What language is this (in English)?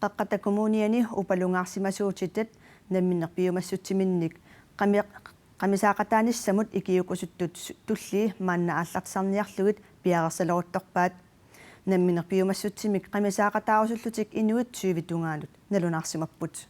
Kalaallisut